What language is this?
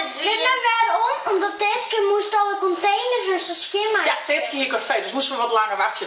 Western Frisian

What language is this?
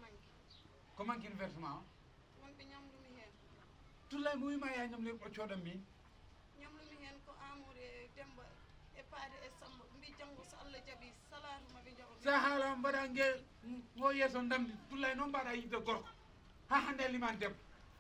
Fula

